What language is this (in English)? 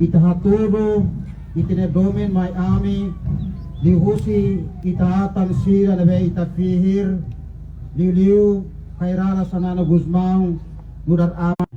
Tetum